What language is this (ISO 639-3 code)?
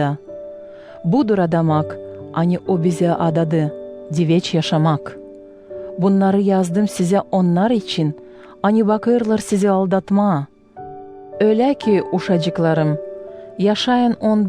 gag